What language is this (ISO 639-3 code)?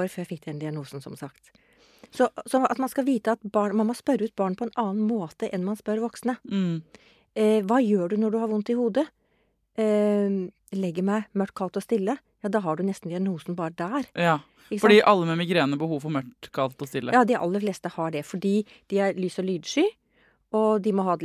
nor